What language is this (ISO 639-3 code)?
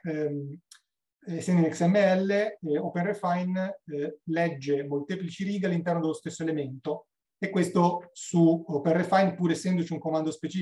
ita